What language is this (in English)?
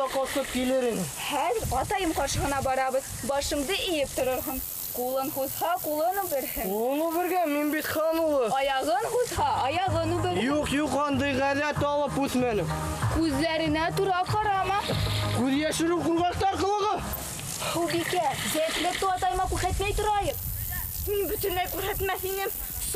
Bashkir